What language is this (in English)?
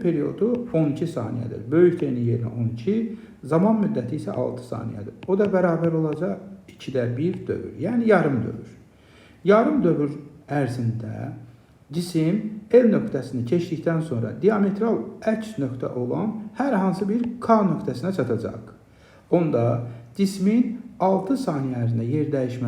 Azerbaijani